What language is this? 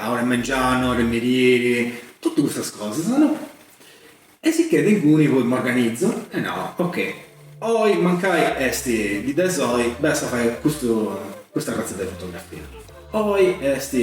Sardinian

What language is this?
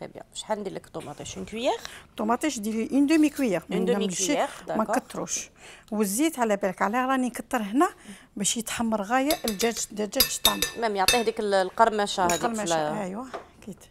Algerian Arabic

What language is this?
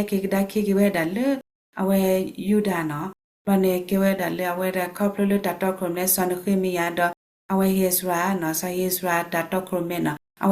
S'gaw Karen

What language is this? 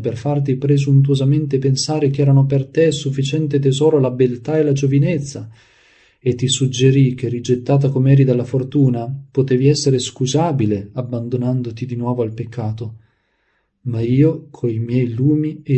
Italian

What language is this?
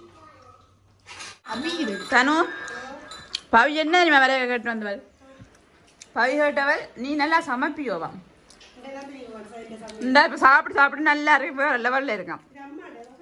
Tamil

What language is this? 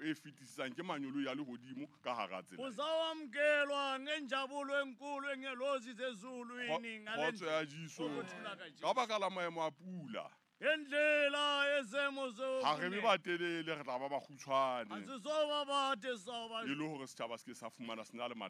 Southern Sotho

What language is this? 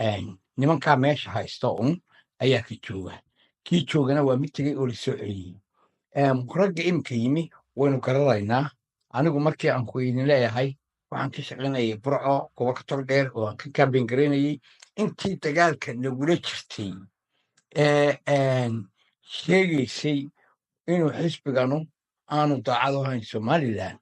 Somali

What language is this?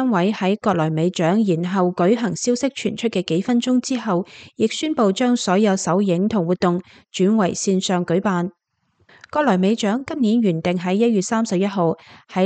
Cantonese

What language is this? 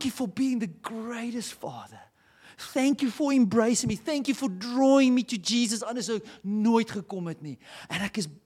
Afrikaans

